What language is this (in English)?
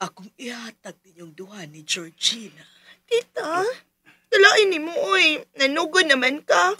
Cebuano